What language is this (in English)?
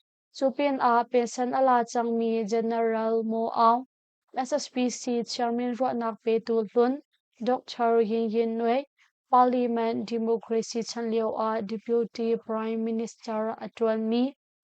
Hakha Chin